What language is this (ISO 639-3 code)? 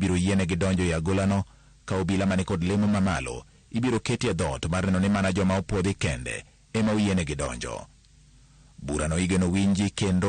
luo